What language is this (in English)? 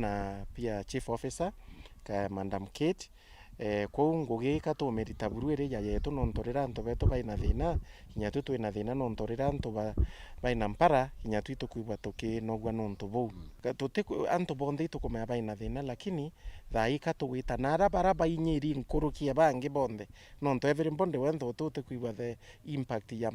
Meru